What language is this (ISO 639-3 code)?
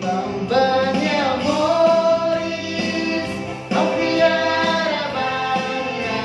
tet